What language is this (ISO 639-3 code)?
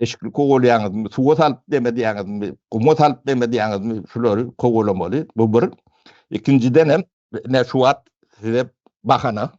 tuk